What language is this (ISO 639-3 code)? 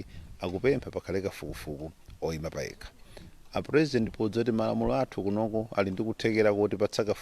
nya